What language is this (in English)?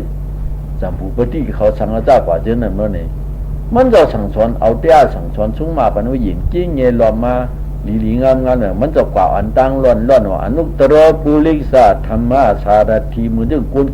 Shan